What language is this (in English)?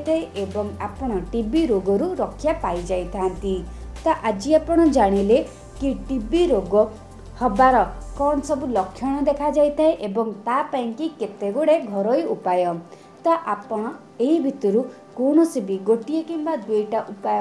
Odia